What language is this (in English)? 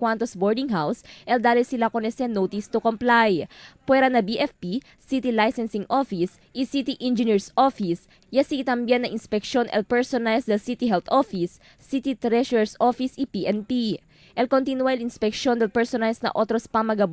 Chavacano